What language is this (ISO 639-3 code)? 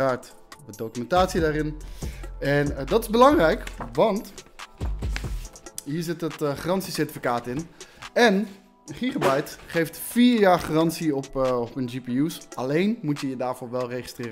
nld